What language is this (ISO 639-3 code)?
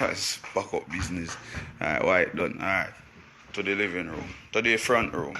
jam